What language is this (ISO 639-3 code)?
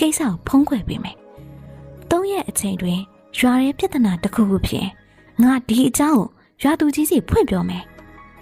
mya